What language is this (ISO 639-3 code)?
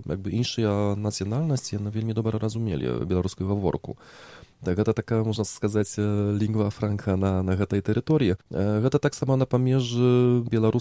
bel